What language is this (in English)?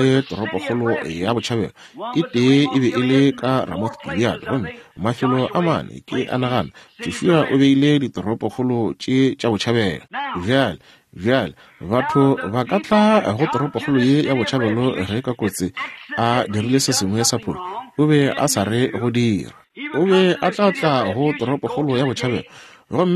Northern Sotho